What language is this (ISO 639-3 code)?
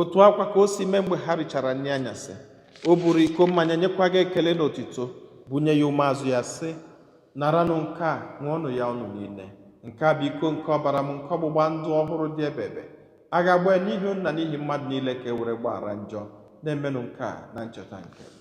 ibo